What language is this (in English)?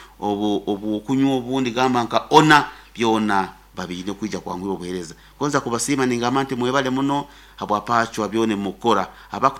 Nyoro